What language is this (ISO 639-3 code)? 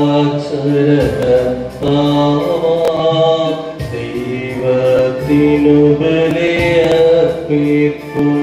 mal